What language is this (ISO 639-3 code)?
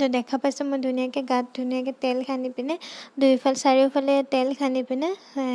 asm